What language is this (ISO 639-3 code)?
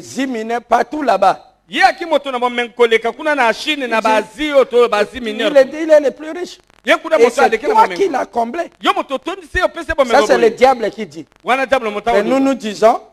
fra